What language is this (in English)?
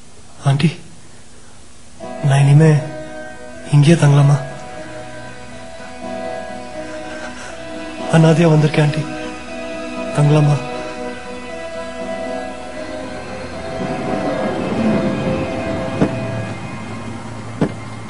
Tamil